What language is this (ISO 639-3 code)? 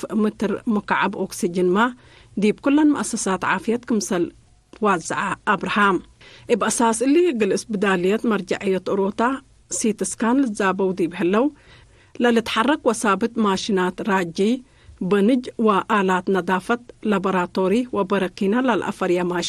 tig